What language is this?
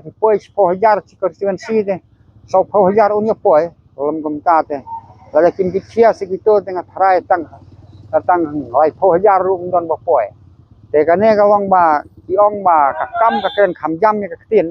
Khasi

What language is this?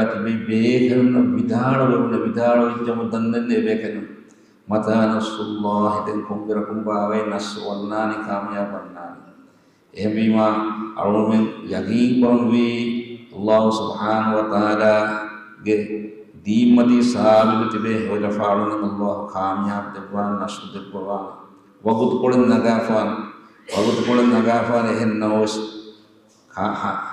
Divehi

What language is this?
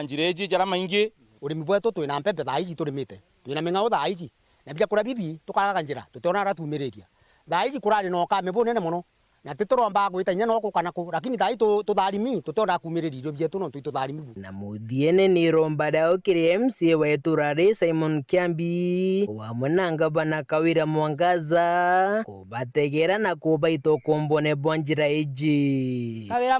Meru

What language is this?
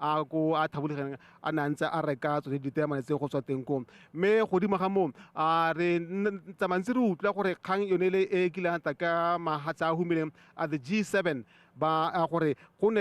Tswana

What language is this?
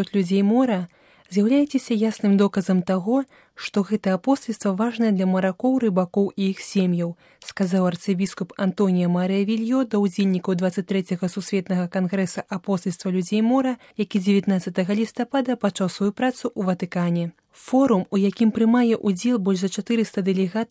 Belarusian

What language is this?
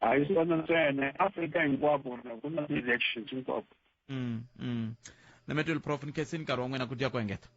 Tsonga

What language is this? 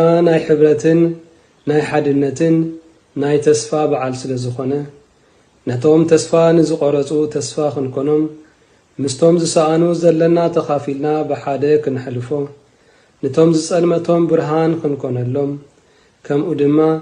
Tigrinya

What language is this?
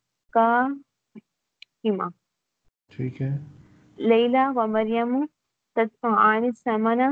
Urdu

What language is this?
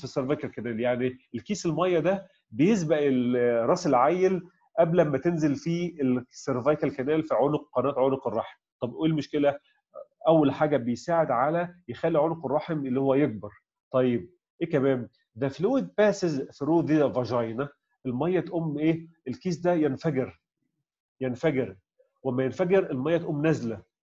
Egyptian Arabic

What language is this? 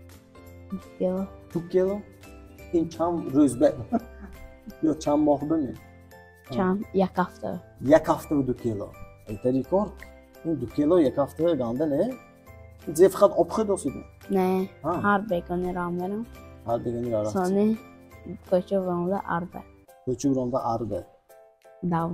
Tajik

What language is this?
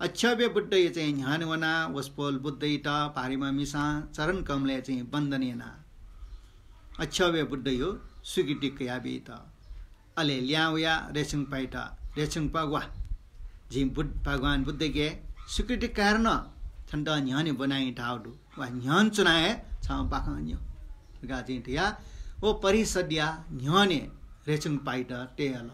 Newari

